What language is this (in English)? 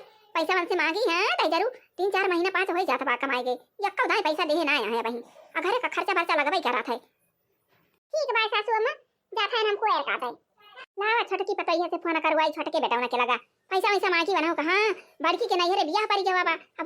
Awadhi